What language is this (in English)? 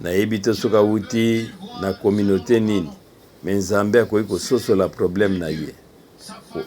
Lingala